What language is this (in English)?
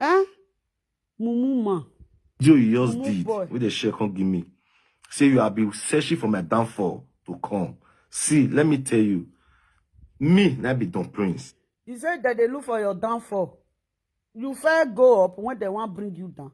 Nigerian Pidgin